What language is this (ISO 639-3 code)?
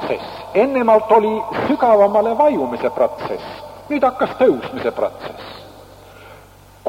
est